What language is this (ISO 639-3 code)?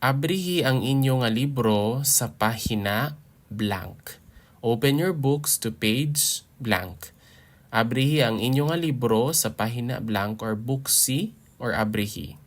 hil